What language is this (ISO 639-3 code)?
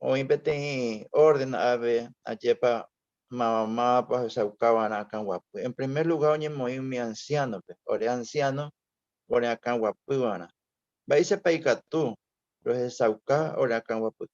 grn